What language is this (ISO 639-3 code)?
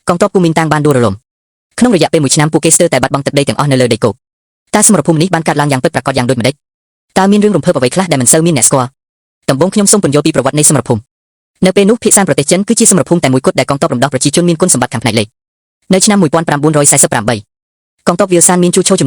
khm